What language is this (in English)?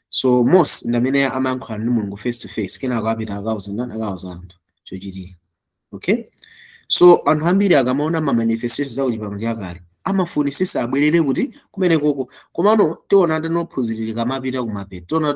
Nyanja